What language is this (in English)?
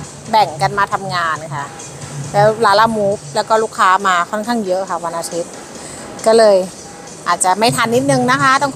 Thai